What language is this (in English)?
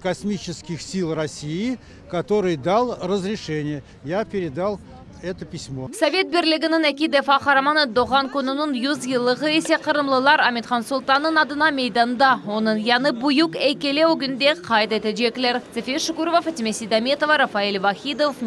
Crimean Tatar